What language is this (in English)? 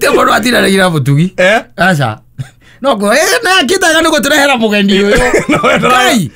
Kikuyu